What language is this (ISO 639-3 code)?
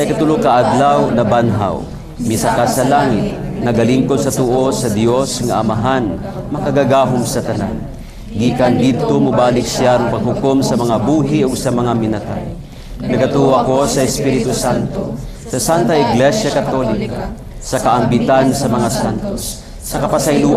ceb